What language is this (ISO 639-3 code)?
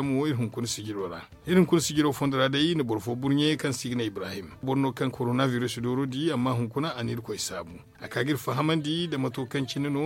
dje